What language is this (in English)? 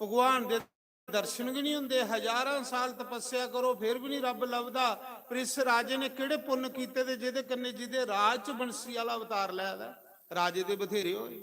Dogri